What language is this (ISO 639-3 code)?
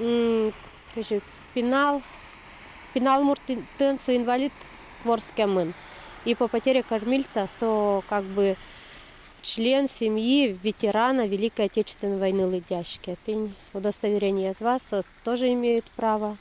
udm